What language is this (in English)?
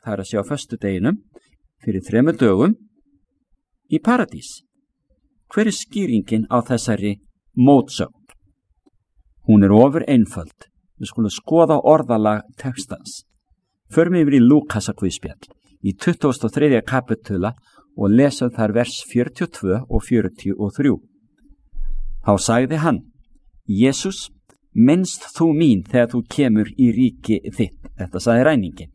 Icelandic